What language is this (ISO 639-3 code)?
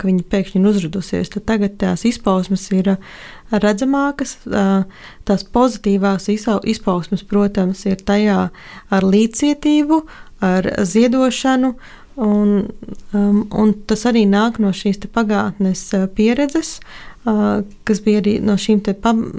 lav